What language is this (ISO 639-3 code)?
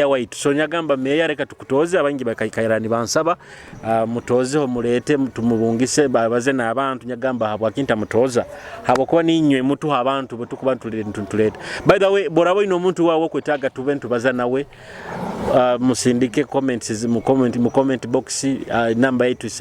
nyo